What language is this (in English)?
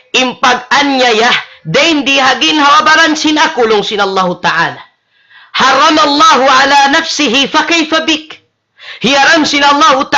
Tausug